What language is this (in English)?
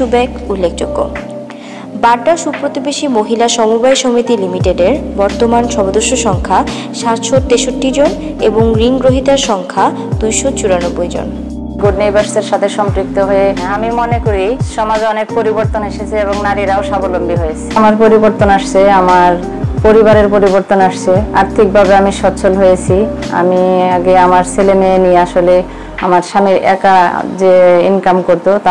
Bangla